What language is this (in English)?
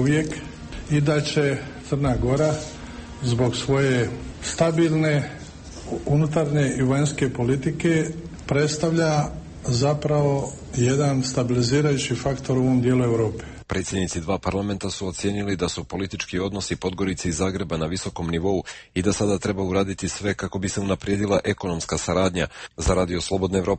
Croatian